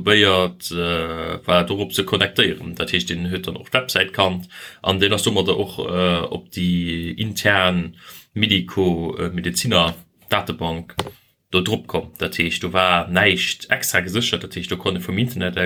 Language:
Luxembourgish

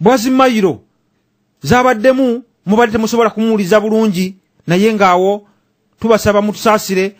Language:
Ganda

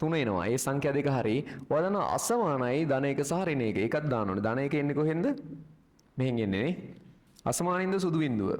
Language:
Sinhala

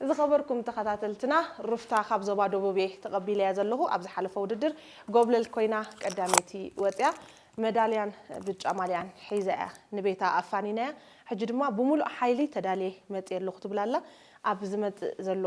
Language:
Tigrinya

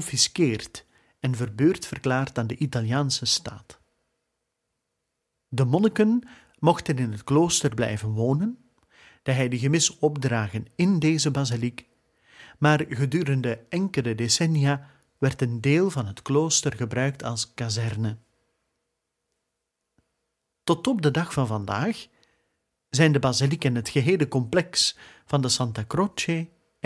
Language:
Dutch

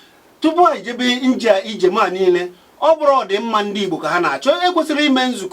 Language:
Igbo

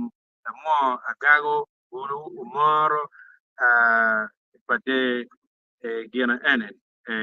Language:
Acoli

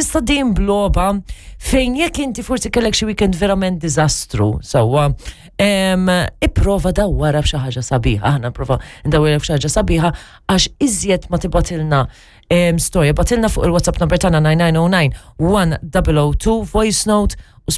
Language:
Maltese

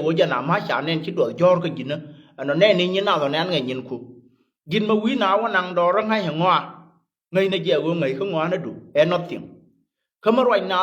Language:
Nuer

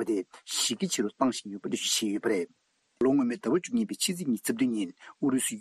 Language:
Tibetan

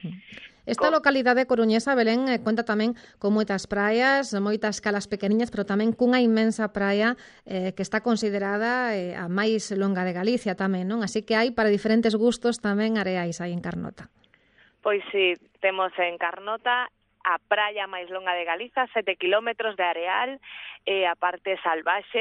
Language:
Galician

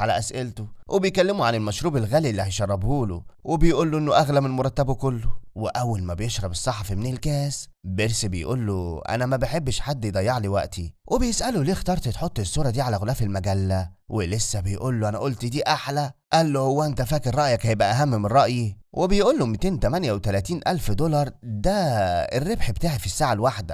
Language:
Egyptian Arabic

